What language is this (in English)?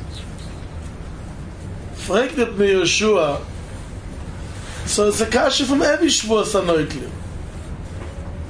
English